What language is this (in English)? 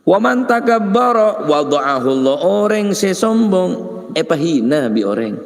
Madurese